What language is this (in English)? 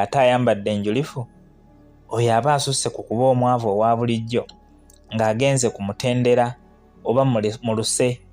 Ganda